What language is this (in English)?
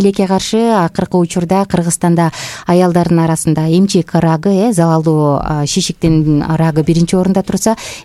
Kyrgyz